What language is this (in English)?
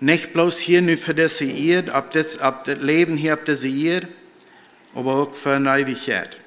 Plautdietsch